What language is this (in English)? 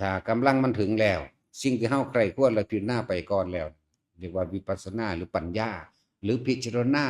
Lao